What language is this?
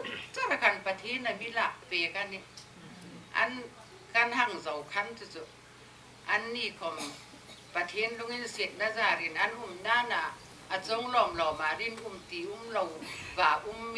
Hmar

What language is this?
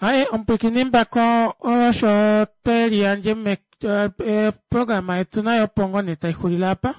Kuanyama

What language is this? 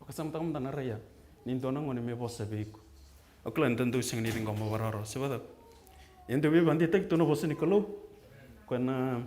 Fijian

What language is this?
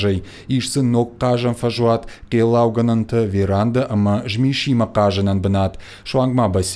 Ossetic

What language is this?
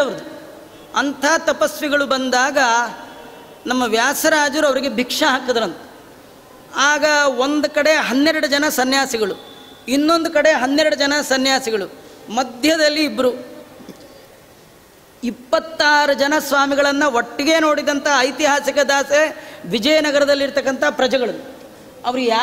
Kannada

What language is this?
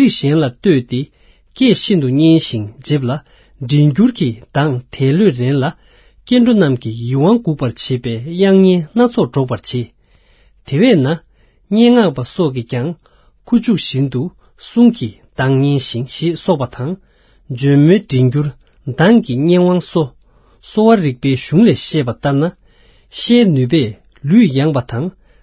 Tibetan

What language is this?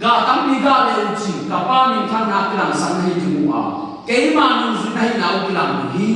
Tedim Chin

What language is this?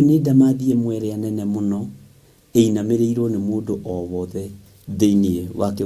Kikuyu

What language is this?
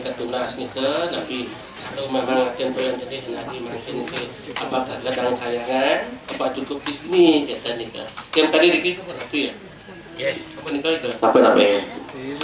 Balinese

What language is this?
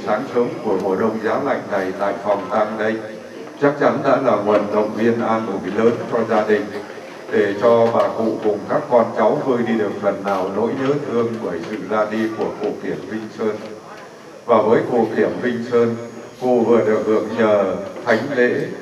Vietnamese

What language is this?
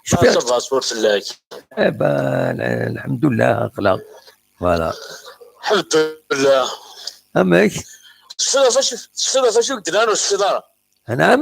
Kabyle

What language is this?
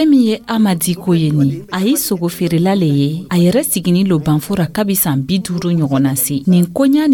Dyula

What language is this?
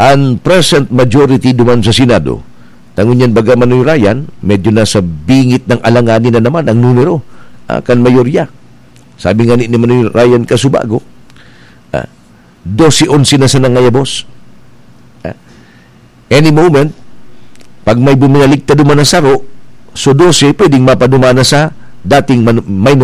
Bikol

